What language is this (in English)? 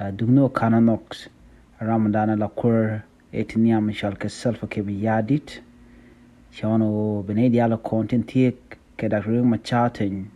Nuer